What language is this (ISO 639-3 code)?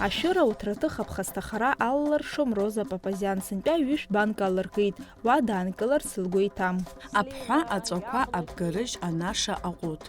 abk